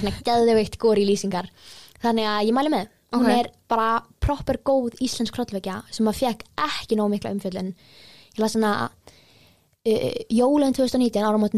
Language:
Icelandic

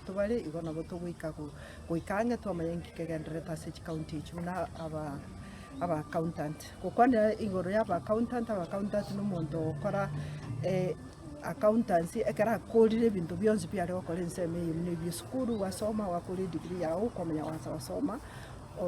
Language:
Gusii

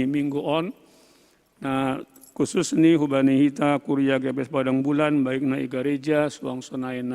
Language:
Batak Simalungun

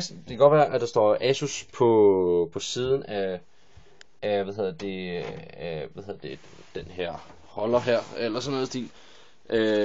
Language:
Danish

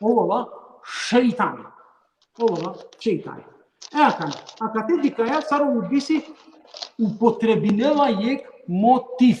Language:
Balkan Romani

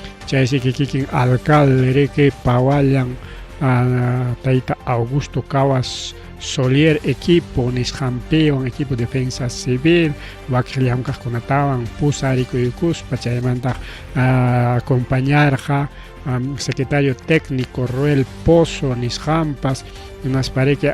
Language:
Ayacucho Quechua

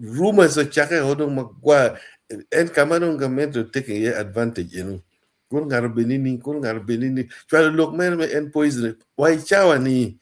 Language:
Acoli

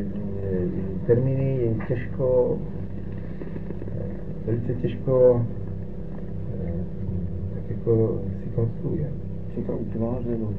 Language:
Czech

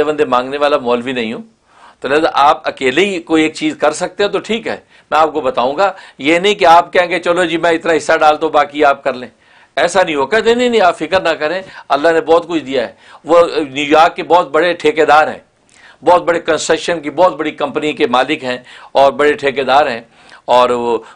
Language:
Urdu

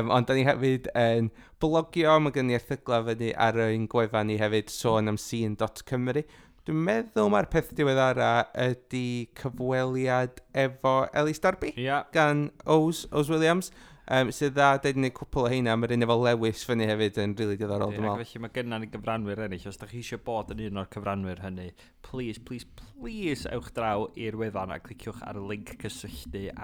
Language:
Welsh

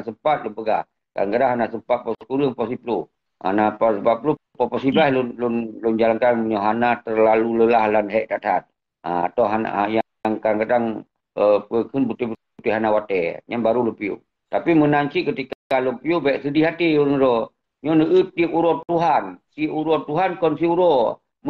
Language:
Achinese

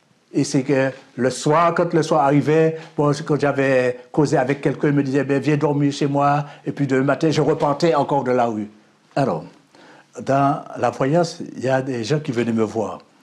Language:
French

